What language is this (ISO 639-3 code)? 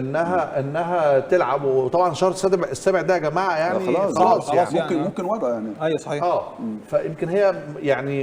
arz